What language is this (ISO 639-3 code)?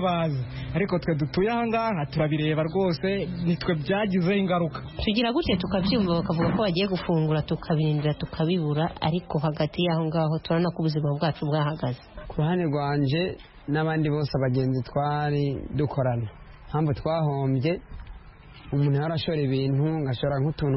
kin